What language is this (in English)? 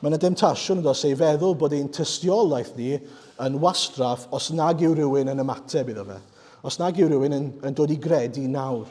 Welsh